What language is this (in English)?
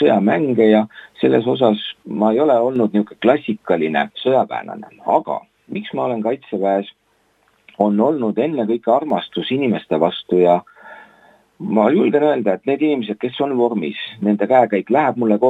Estonian